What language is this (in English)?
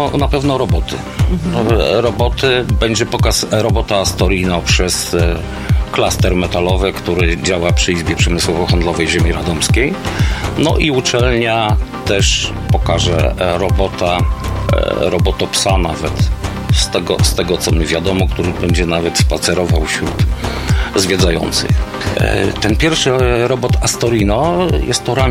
Polish